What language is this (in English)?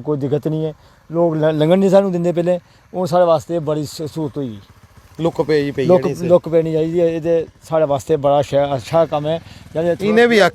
Dogri